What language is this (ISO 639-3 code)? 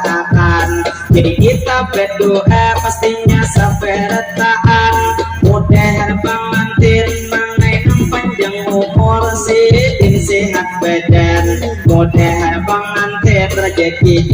bjn